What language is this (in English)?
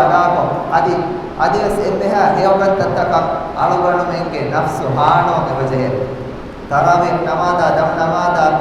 Divehi